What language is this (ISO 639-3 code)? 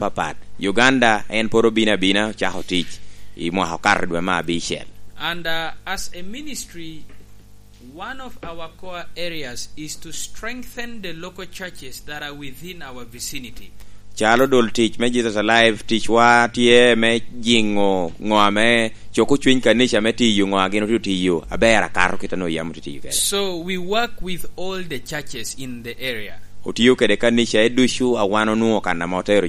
laj